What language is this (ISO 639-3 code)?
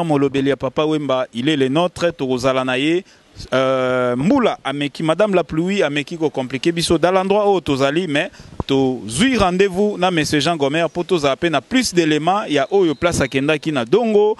lin